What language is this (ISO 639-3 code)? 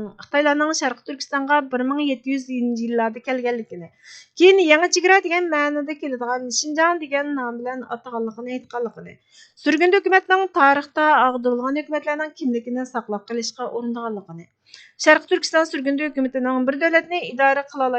uig